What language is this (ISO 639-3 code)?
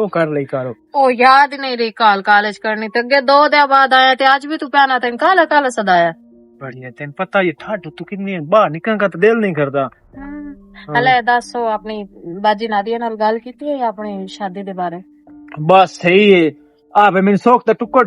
lah